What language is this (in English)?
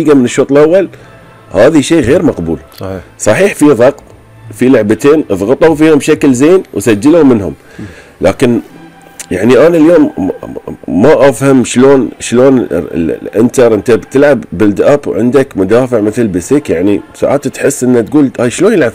Gulf Arabic